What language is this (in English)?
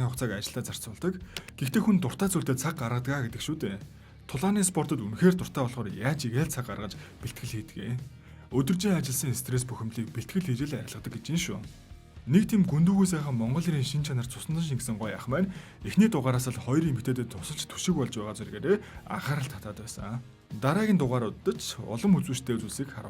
Mongolian